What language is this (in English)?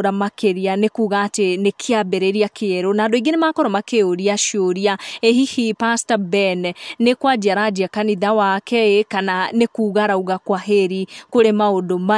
Kikuyu